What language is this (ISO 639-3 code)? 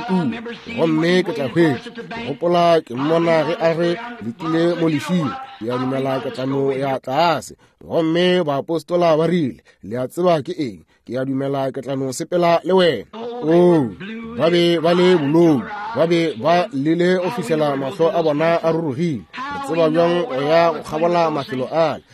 nso